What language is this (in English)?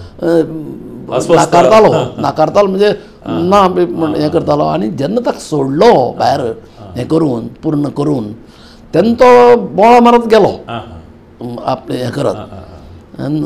Konkani